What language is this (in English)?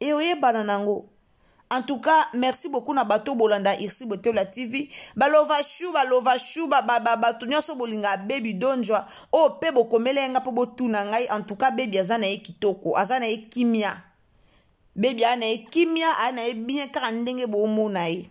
Lingala